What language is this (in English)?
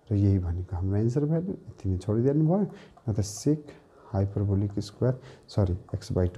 Nepali